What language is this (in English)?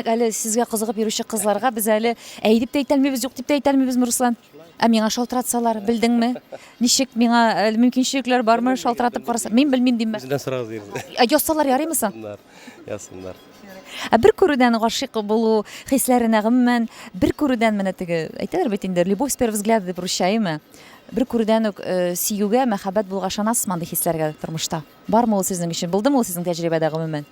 Tatar